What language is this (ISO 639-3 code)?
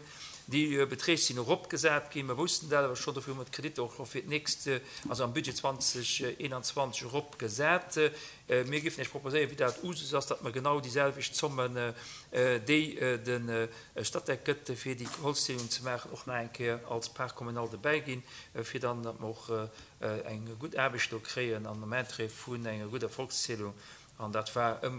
ltz